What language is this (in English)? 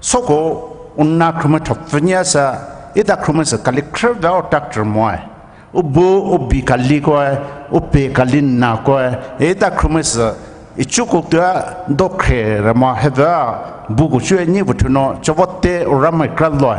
Poumei Naga